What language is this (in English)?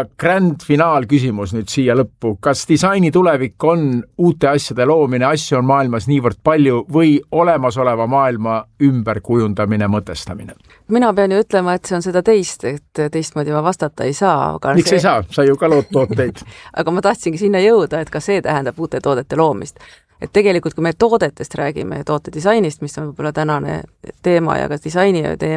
Estonian